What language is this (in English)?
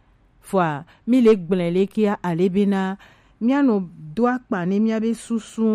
Gen